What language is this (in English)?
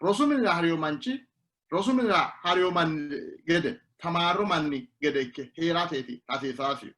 Sidamo